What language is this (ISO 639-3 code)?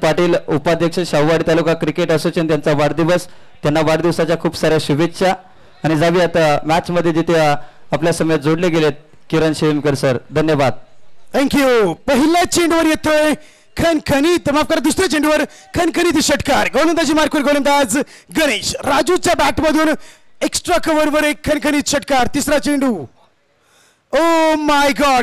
mar